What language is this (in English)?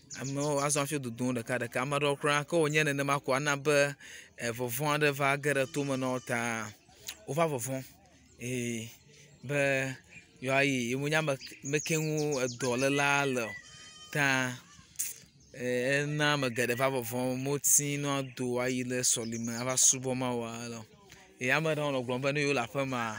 Ewe